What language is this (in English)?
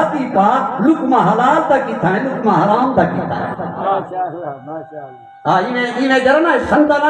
Saraiki